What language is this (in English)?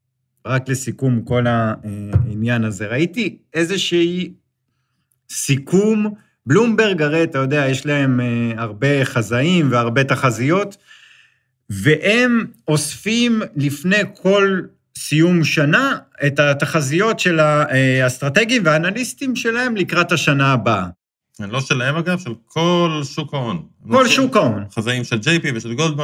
Hebrew